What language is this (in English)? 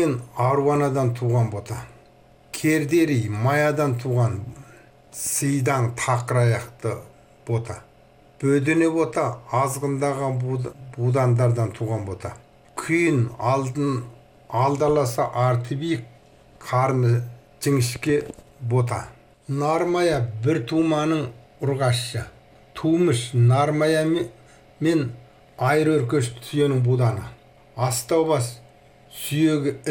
Kazakh